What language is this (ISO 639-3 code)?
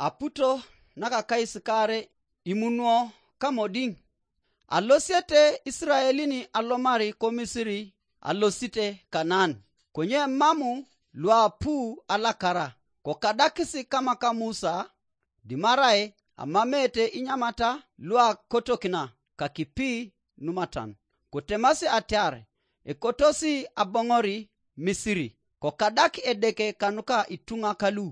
teo